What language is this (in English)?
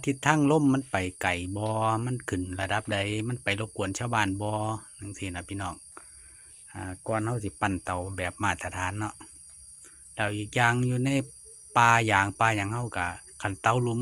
Lao